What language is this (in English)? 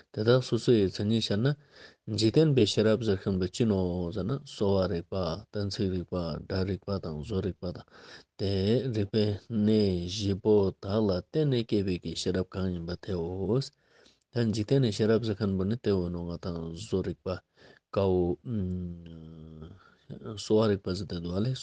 Ladakhi